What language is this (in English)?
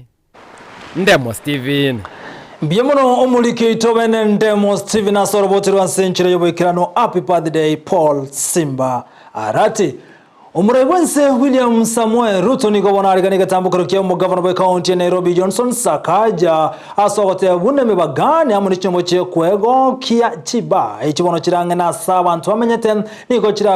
Gusii